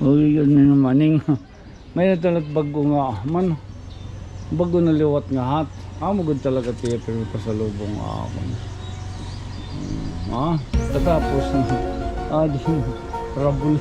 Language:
Waray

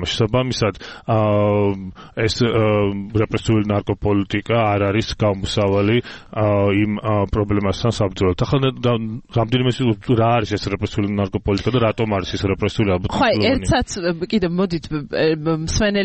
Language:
Georgian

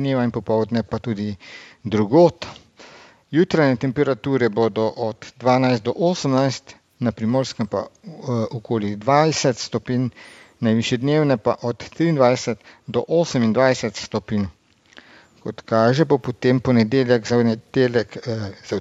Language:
Slovenian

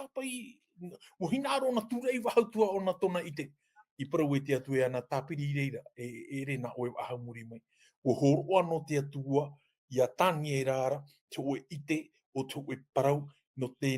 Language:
Tahitian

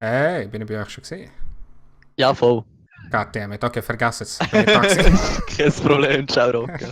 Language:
Swiss German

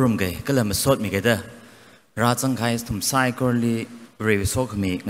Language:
Tangkhul Naga (India)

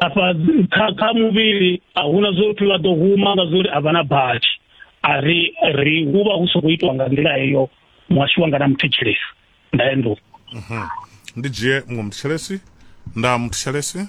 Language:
Venda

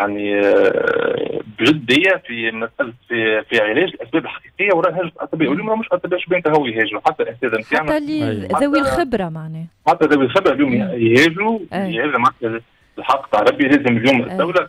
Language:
Tunisian Arabic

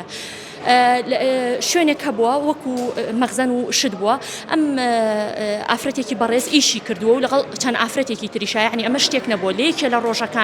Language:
Central Kurdish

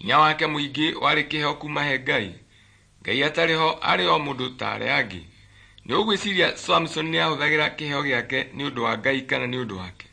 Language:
Kikuyu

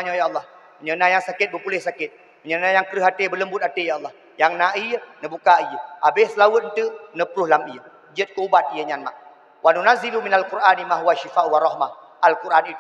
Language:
Achinese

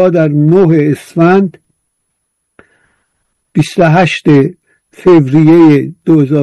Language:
Persian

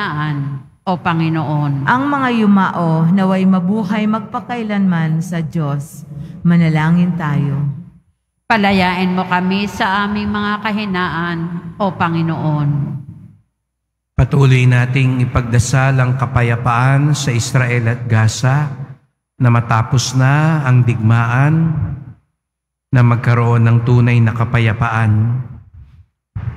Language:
Filipino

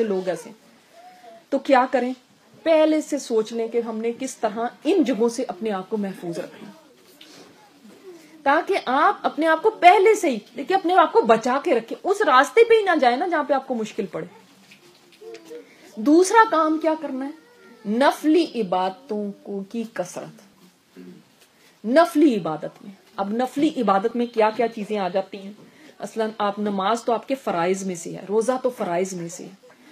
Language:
Urdu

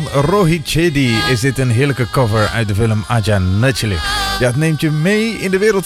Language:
Dutch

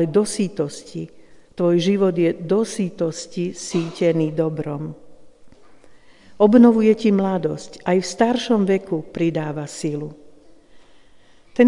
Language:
Slovak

